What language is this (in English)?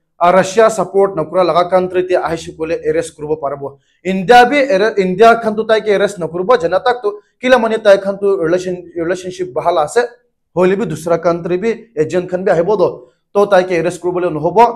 Naga Pidgin